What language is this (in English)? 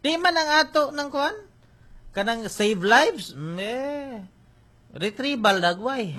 Cebuano